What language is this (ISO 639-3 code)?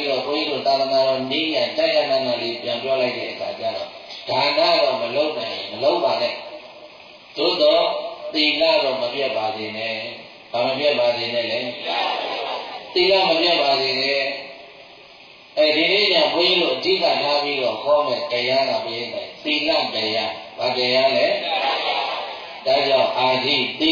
mya